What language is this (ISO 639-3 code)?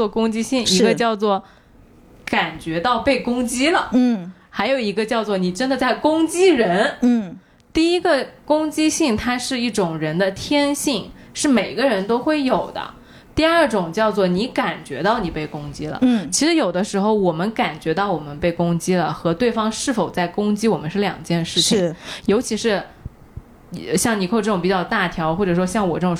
zho